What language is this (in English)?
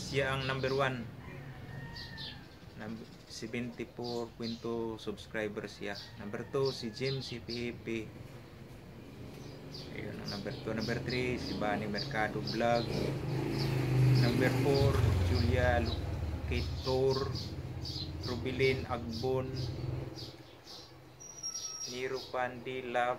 Filipino